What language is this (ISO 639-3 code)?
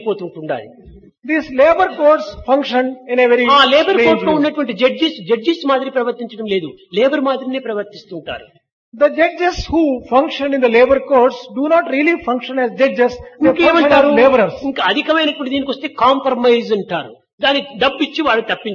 tel